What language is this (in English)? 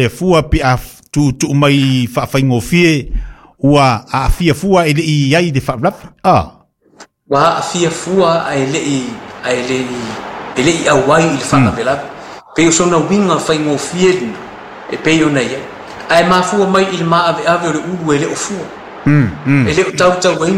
Samoan